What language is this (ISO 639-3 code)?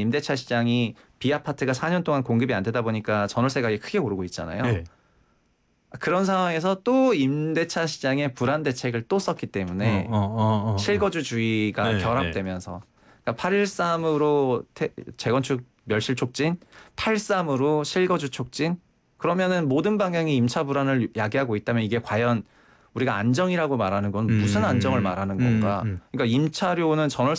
kor